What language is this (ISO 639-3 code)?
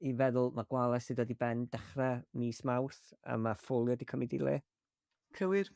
cym